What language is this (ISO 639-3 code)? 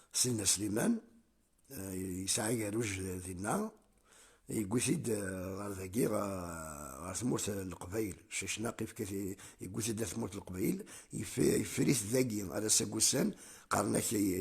kab